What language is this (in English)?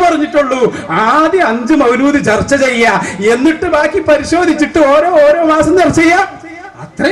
Malayalam